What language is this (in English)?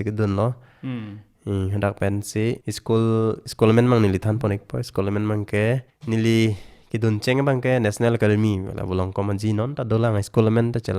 Karbi